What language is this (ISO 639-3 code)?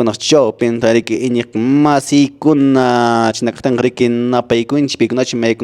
que